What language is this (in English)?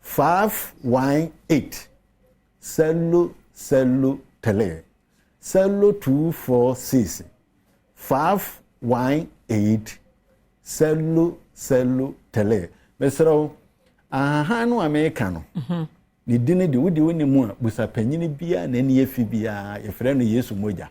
Akan